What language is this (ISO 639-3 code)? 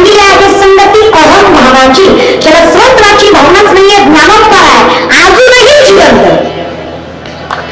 mar